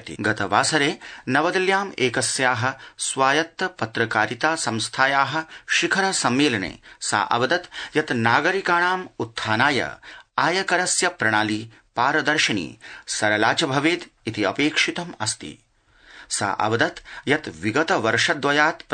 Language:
Sanskrit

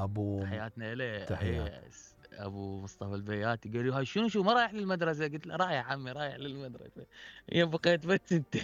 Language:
Mesopotamian Arabic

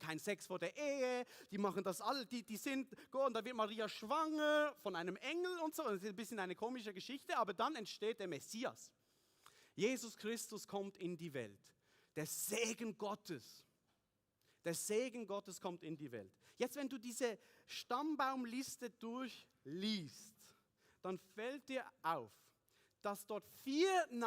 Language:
Swiss German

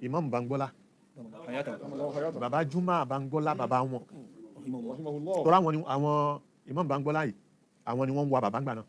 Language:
Yoruba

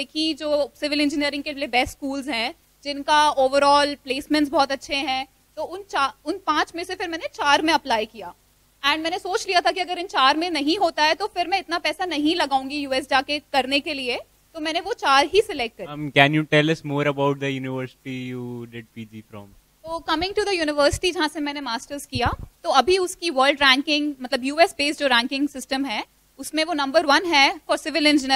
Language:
Hindi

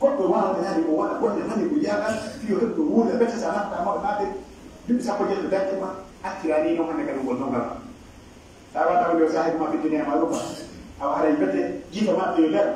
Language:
Pular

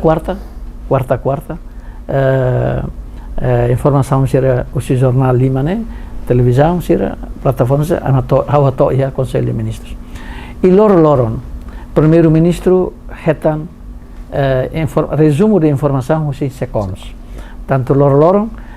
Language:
Tetum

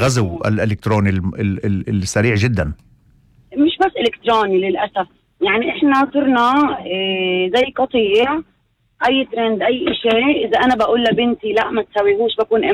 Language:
North Levantine Arabic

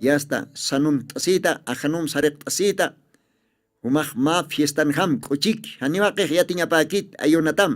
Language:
Aymara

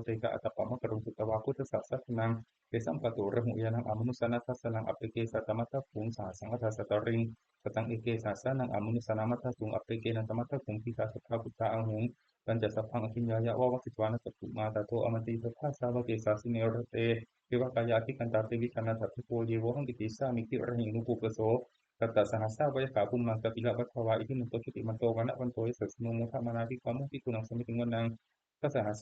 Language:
Pali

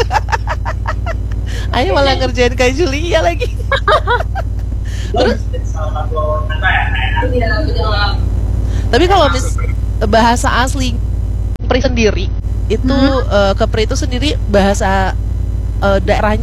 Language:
Indonesian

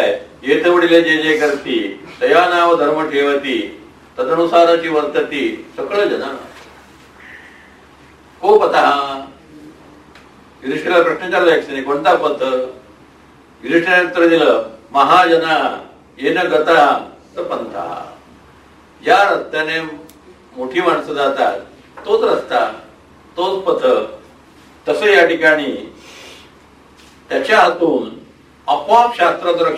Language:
Marathi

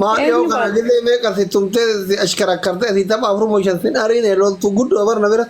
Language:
Oromo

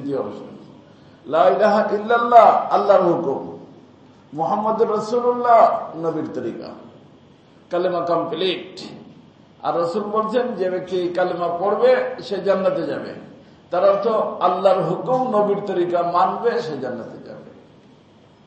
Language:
Bangla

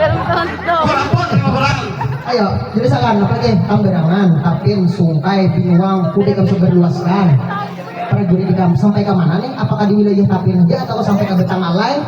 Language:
Banjar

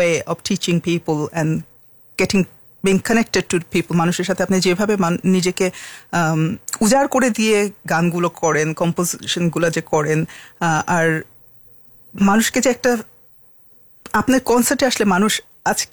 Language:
Bangla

